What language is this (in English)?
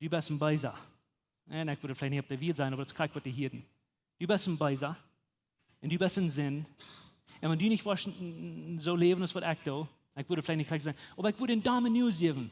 Plautdietsch